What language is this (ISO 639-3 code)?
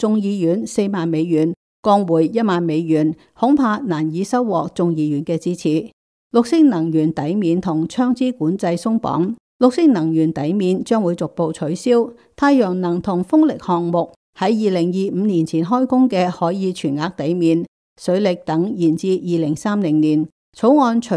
yue